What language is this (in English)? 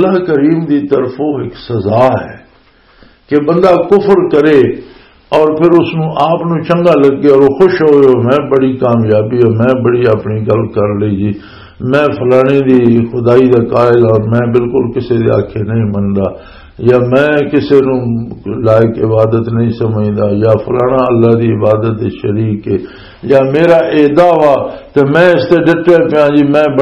Western Panjabi